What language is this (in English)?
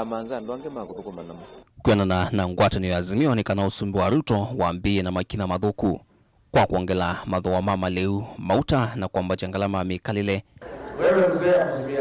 Kamba